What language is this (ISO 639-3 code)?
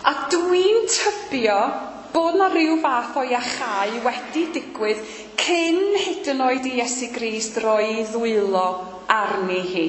cym